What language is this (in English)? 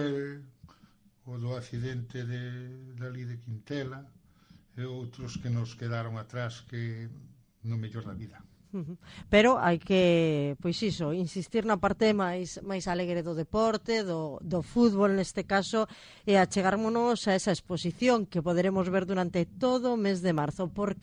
Galician